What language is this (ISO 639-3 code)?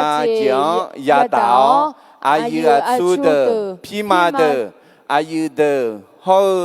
ahk